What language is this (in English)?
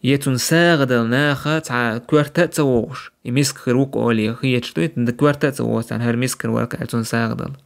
Chechen